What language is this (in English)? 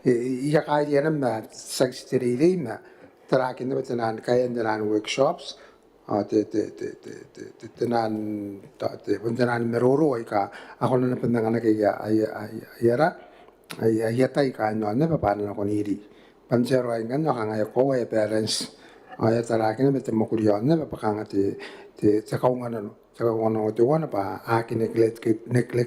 Gilbertese